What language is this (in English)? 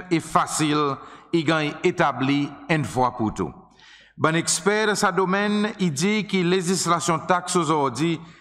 Seselwa Creole French